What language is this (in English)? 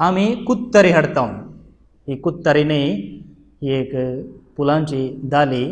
Konkani